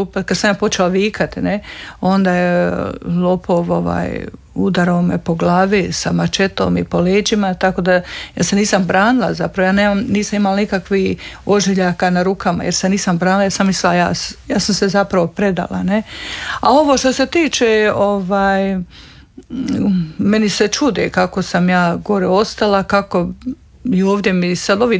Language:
Croatian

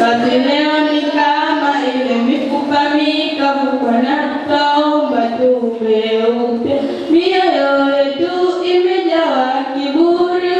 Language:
Swahili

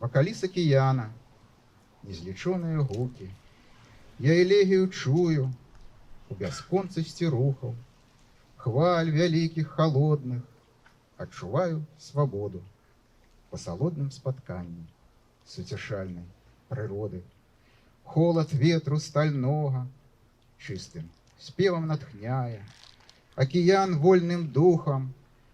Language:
Belarusian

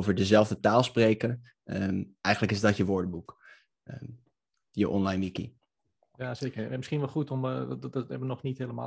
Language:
Dutch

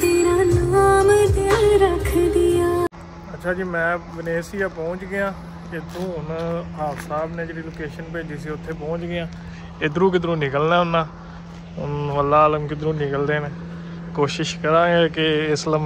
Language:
Punjabi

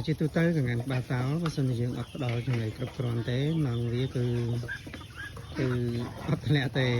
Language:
Khmer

